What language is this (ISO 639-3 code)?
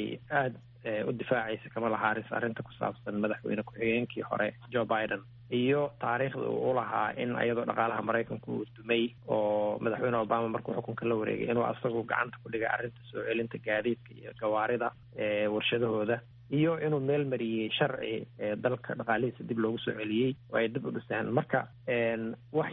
som